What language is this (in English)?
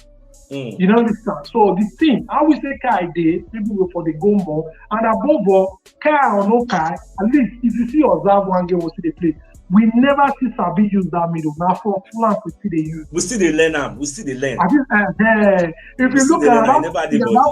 Nigerian Pidgin